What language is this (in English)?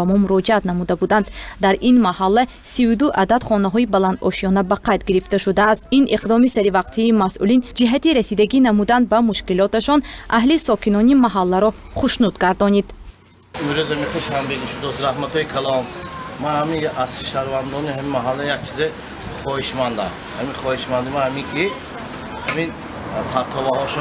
Tajik